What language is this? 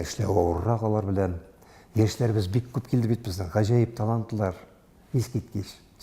Tatar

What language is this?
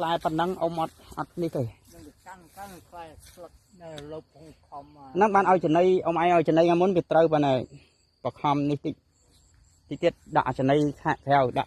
Khmer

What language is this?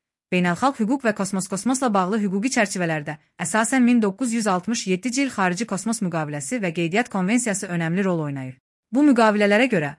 Azerbaijani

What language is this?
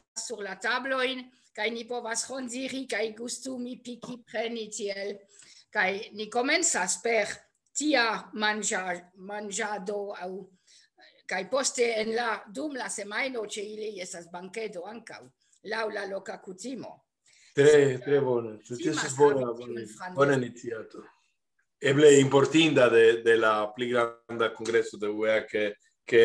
Esperanto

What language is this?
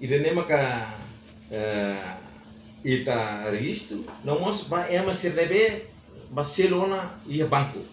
Tetum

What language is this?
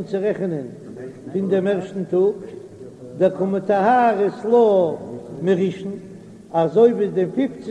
Yiddish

